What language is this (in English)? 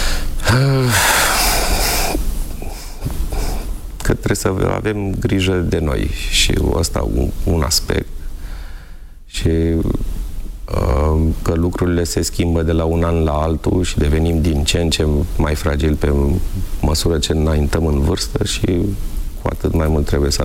Romanian